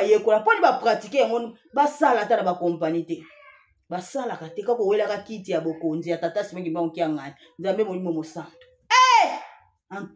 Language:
Lingala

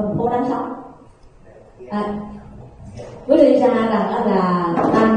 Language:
Vietnamese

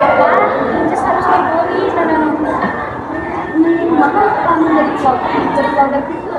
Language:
Sundanese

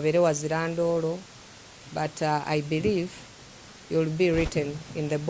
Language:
Soga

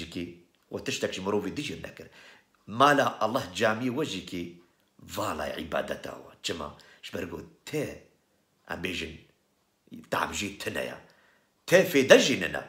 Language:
Kurdish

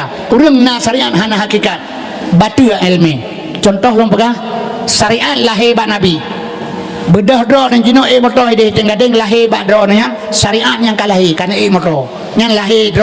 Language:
Achinese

